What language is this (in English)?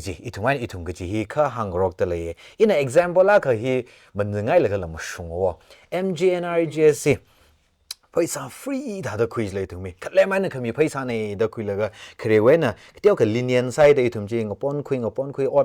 Tangkhul Naga (India)